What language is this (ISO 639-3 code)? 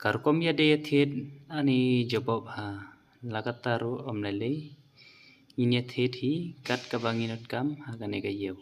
kha